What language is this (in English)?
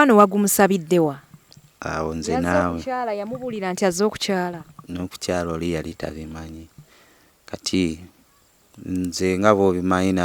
Ganda